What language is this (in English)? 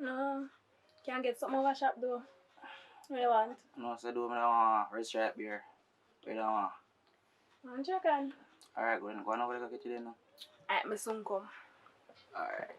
Jamaican Creole English